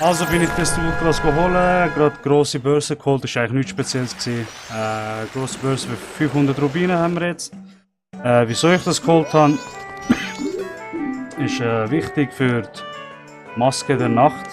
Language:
Swiss German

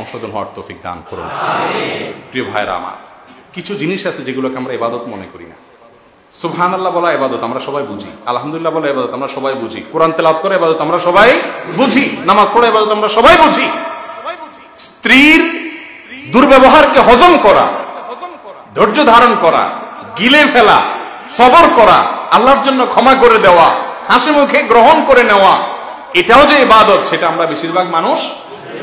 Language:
Bangla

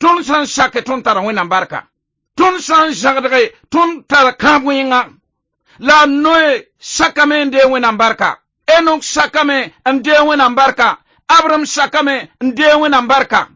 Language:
Mossi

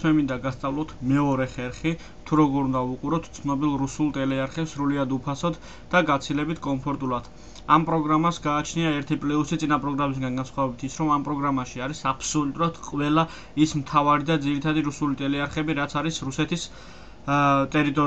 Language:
Georgian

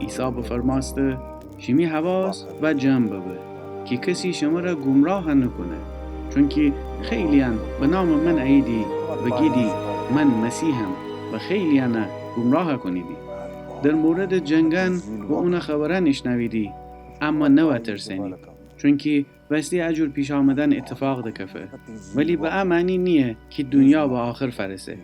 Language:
Gilaki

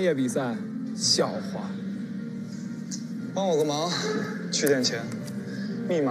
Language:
Chinese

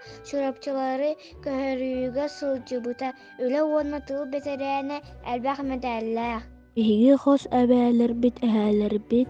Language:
Yakut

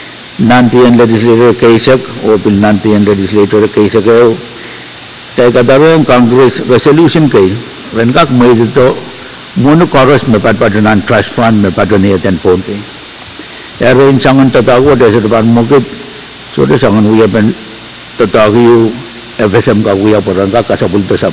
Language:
Pohnpeian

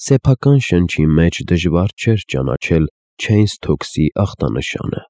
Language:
Armenian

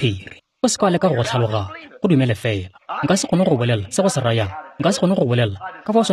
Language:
Tswana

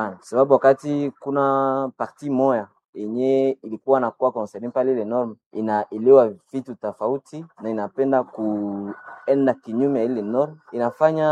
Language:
Swahili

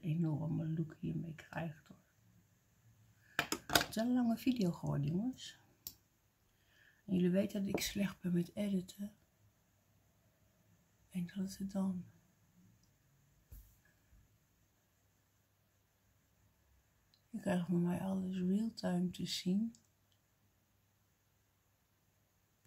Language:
Dutch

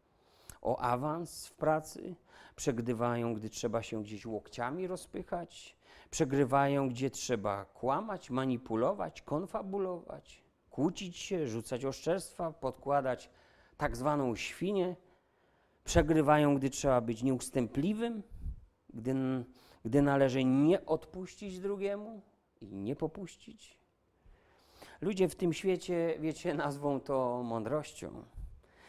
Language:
Polish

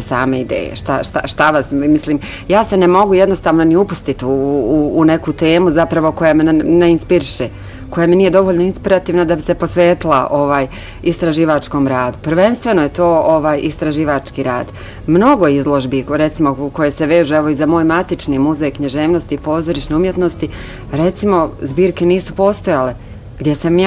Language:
Bosnian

